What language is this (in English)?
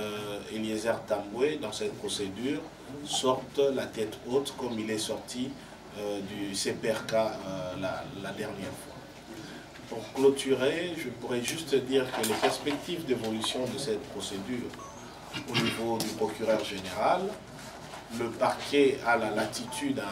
French